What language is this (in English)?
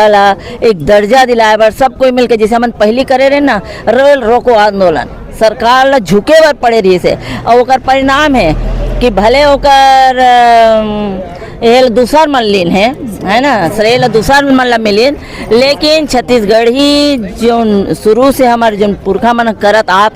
Chhattisgarhi